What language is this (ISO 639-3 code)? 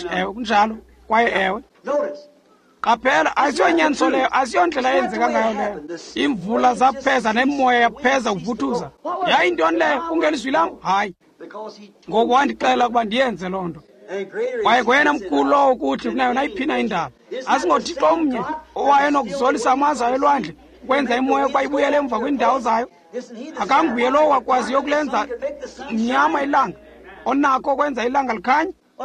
xho